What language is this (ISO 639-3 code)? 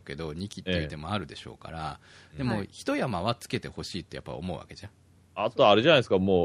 jpn